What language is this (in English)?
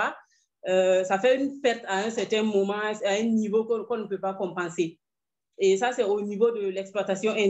French